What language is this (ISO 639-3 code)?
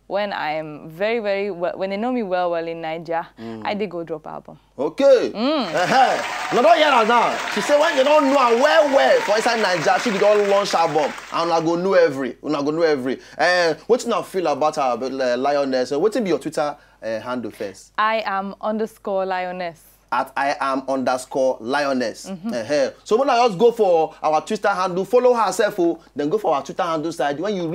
pcm